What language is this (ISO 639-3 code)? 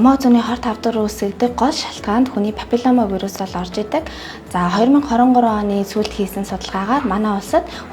mon